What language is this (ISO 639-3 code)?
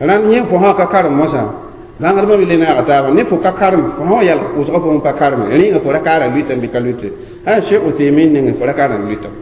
mos